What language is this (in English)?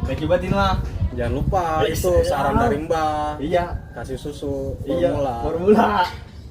Betawi